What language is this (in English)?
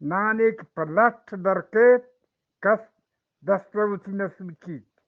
Eastern Balochi